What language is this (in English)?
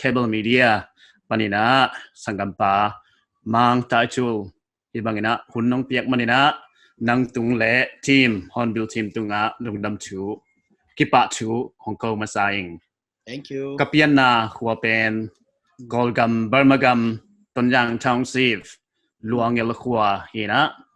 Paite Chin